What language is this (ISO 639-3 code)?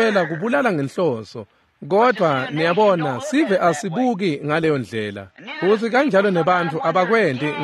ssw